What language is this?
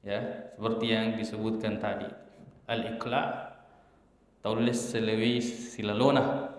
Buginese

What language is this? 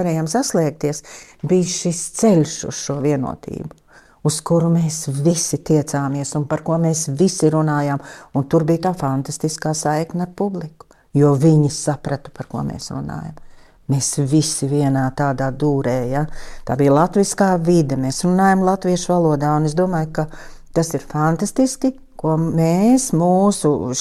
Latvian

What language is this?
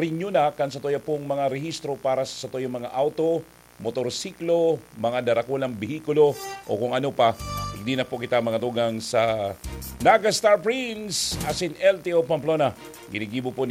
Bikol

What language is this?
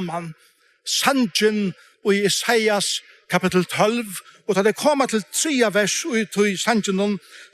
Faroese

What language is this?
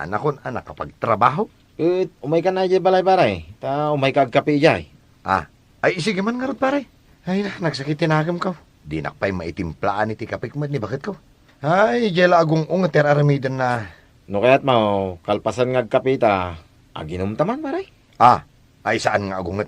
Iloko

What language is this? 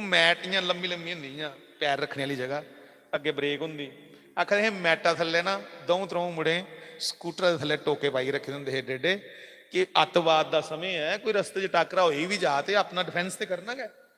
Dogri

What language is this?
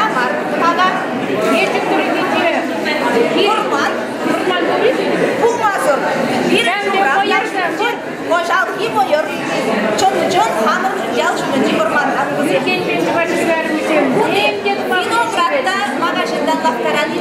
Chuvash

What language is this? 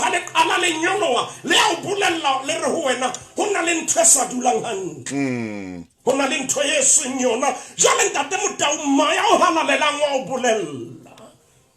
Southern Sotho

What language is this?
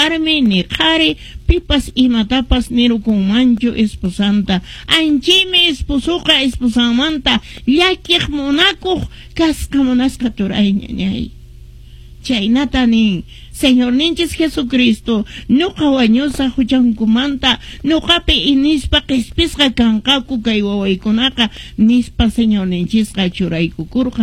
Quechua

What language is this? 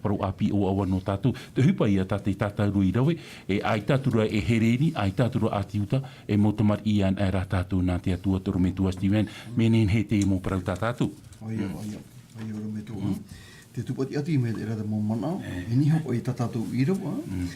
Tahitian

